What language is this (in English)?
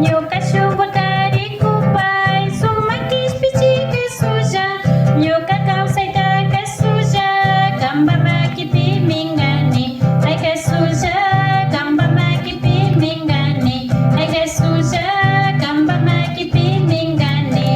Imbabura Highland Quichua